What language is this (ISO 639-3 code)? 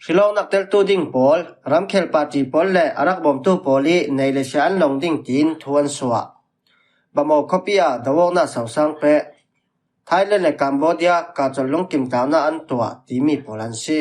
cfm